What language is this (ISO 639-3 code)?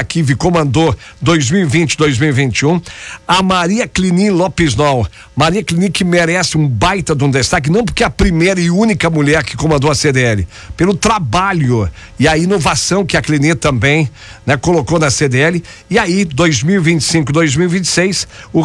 por